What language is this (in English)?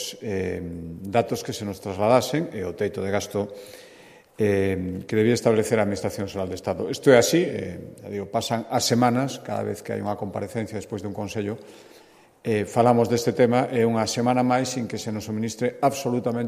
Galician